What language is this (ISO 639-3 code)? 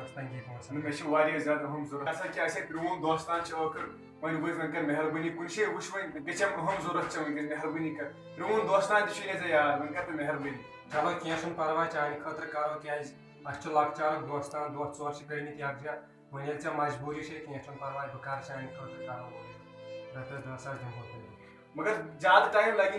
kas